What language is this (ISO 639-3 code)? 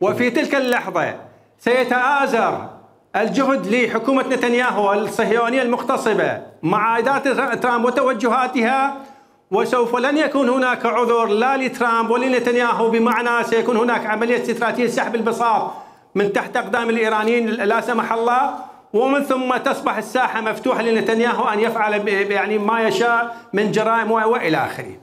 acm